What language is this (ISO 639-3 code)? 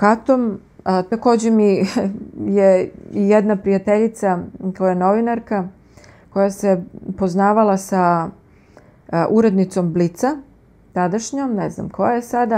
srp